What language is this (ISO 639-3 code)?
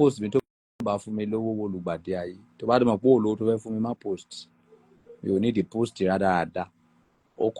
yor